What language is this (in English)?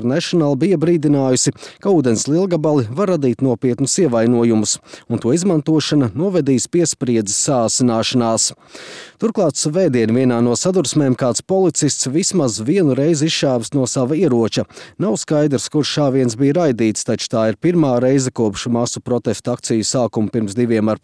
Latvian